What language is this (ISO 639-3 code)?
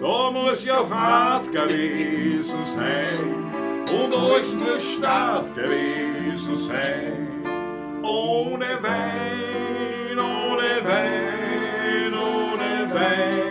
bar